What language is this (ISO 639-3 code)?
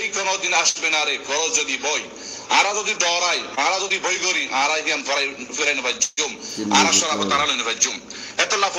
rhg